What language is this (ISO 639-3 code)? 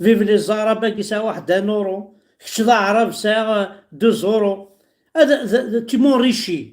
kab